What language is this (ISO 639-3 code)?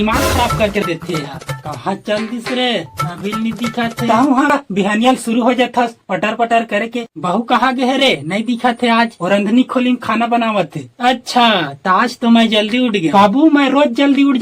hne